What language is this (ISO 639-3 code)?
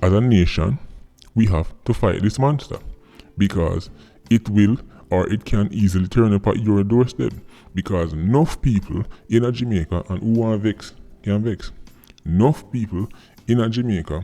jam